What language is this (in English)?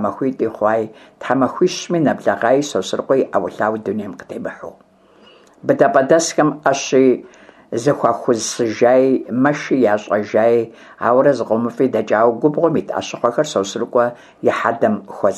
Kabardian